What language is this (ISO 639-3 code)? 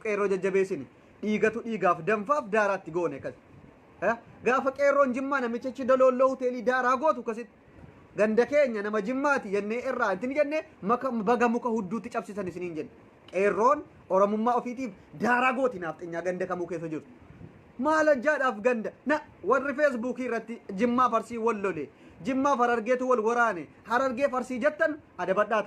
orm